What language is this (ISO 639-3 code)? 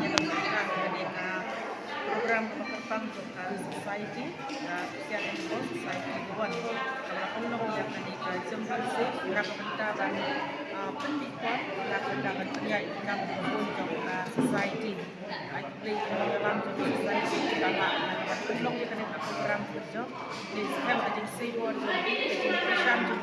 kha